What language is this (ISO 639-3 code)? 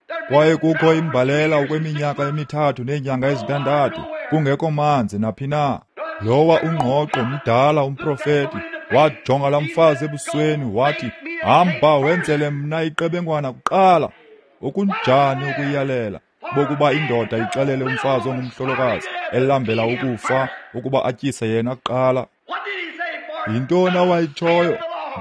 xho